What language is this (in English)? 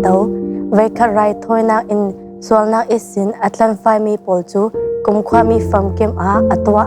Falam Chin